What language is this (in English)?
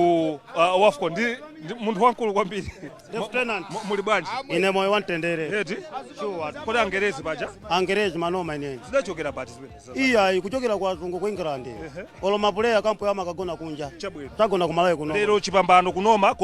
Nyanja